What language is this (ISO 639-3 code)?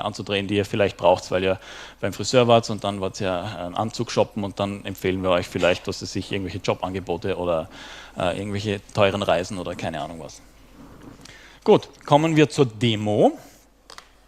deu